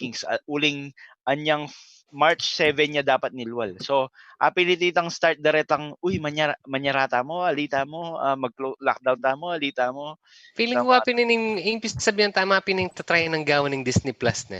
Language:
Pampanga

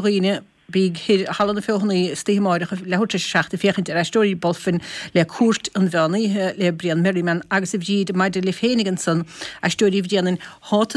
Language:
Irish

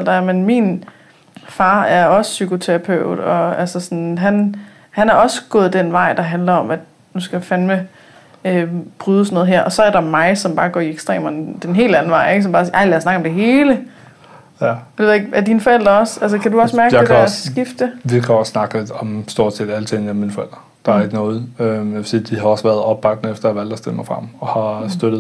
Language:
Danish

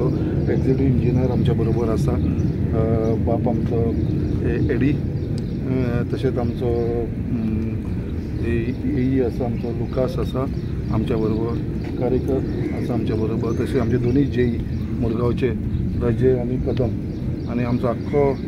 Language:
Konkani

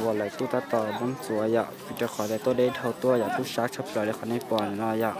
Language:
Hmong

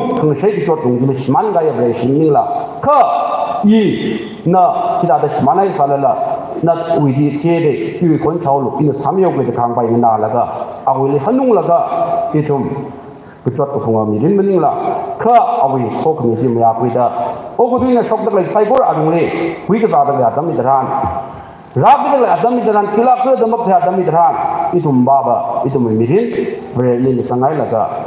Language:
Tangkhul Naga (India)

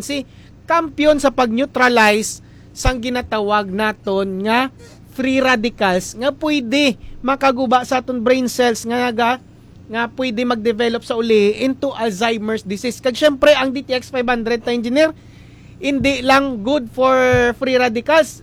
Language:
Hiligaynon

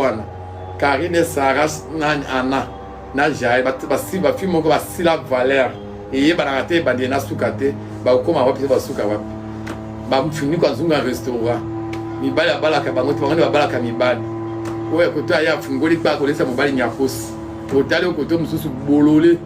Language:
Lingala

